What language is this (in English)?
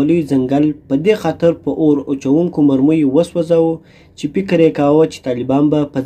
Pashto